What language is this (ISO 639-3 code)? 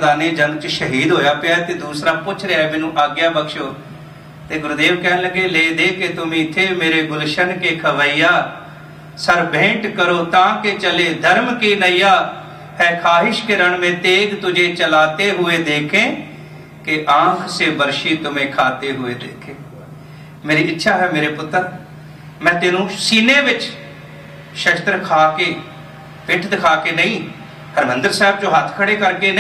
pan